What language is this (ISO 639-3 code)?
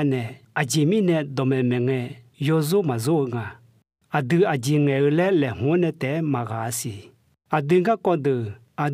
ahk